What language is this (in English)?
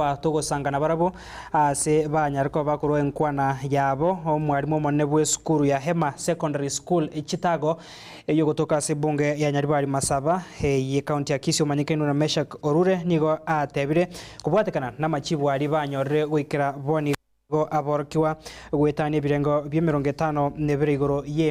Gusii